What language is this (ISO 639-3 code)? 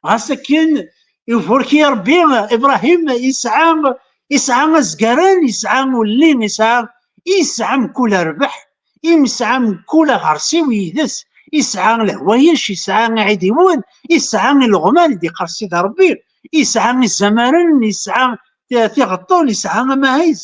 kab